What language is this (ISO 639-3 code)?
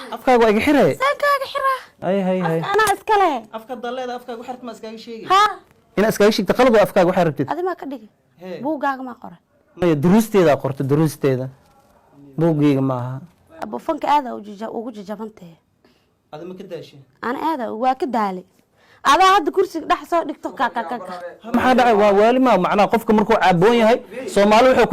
som